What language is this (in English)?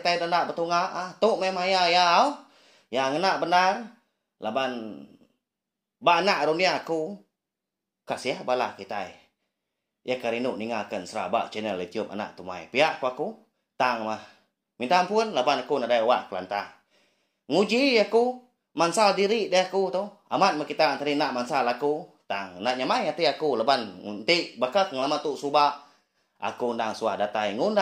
Iban